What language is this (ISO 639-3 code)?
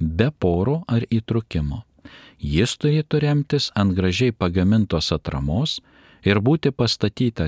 lit